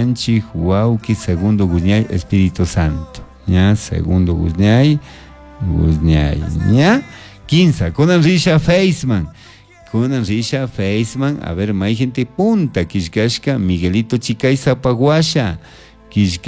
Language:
Chimborazo Highland Quichua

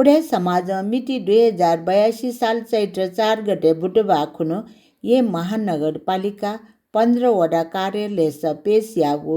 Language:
Newari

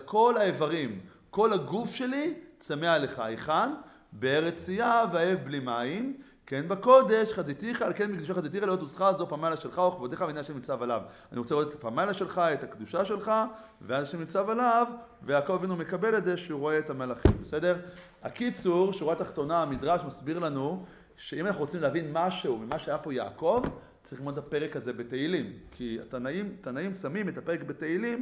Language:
Hebrew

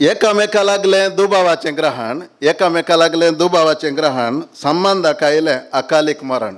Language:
Konkani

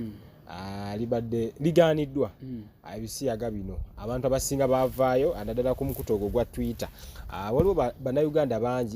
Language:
Ganda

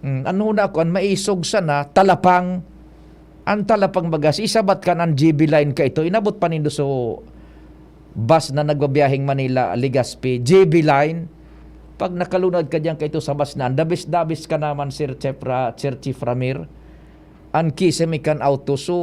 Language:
Bikol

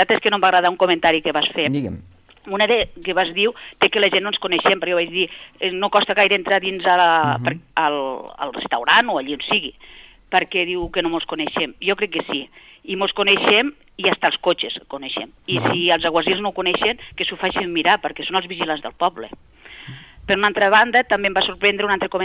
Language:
Catalan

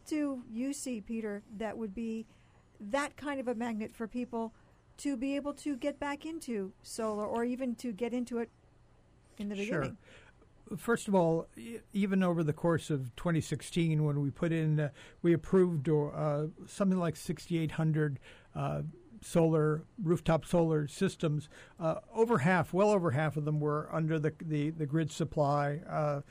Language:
English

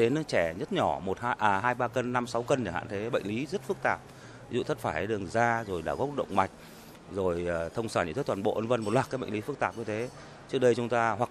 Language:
Vietnamese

